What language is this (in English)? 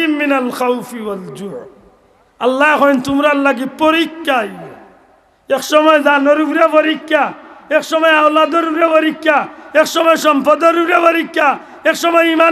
Sylheti